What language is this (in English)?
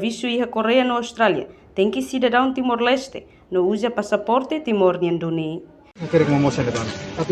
Tetum